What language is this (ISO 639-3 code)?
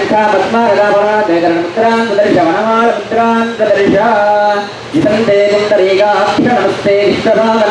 san